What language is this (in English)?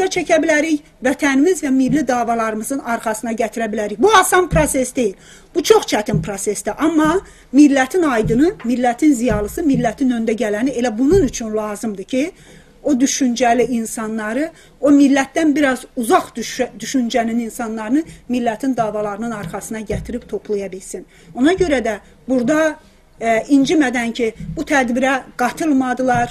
South Azerbaijani